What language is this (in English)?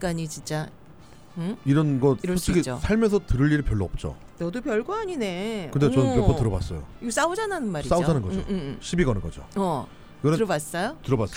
Korean